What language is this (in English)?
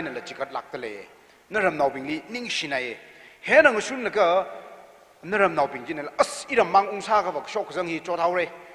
Tangkhul Naga (India)